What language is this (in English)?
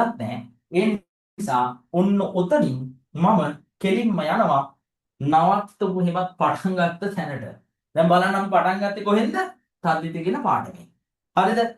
Sinhala